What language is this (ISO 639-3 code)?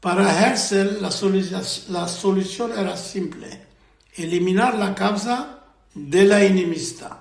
lad